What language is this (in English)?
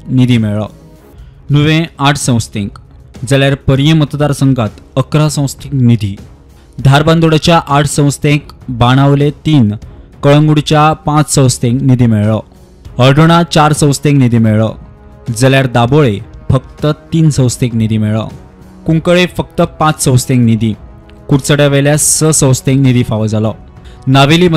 Konkani